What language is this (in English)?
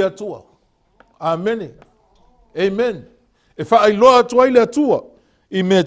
Samoan